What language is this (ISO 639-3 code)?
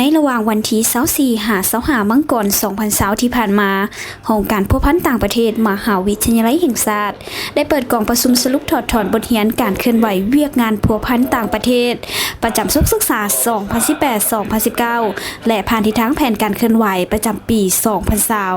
lao